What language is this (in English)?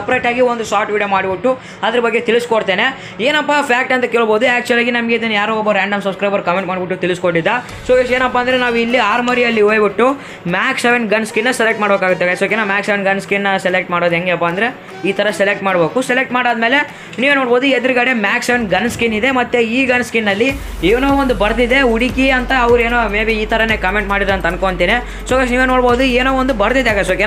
Kannada